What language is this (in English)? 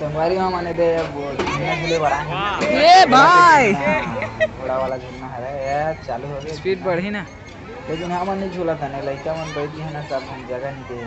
Chhattisgarhi